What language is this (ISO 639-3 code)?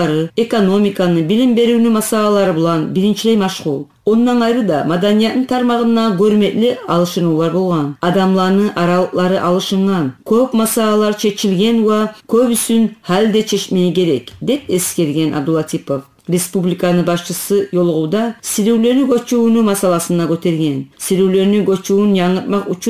kum